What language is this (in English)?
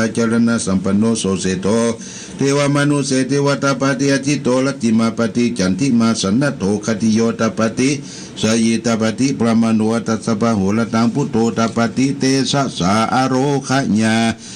Pali